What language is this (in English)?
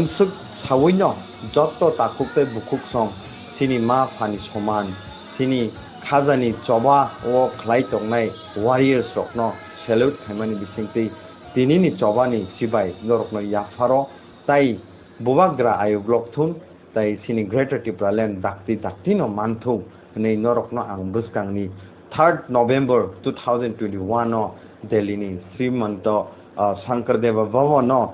Kok Borok